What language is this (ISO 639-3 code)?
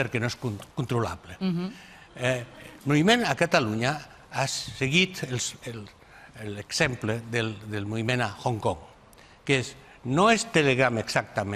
cat